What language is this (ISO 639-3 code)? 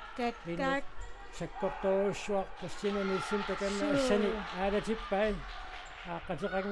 kal